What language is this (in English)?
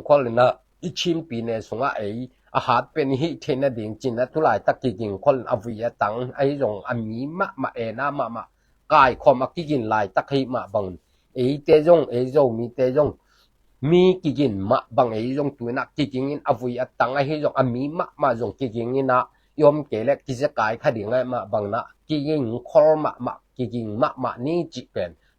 Tedim Chin